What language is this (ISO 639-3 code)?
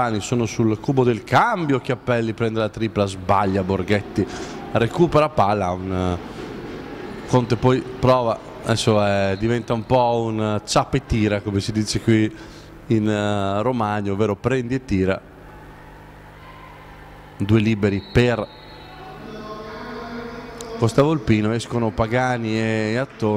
ita